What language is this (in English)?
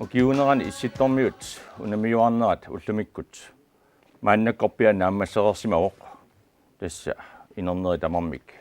Kalaallisut